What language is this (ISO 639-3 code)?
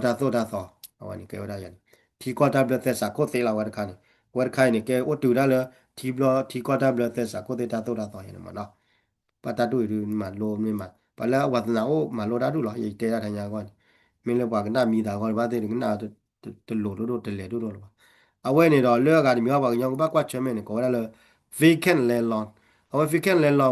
ksw